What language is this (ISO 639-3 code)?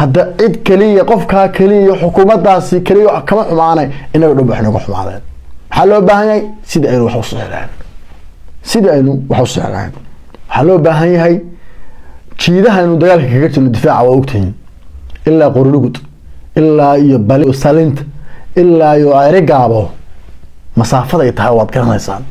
som